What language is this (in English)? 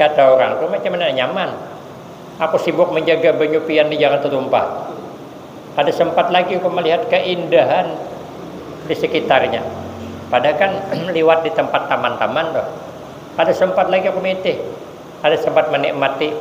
Banjar